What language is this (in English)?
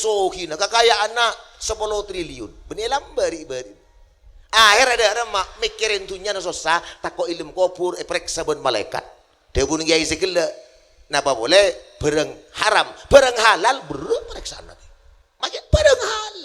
Madurese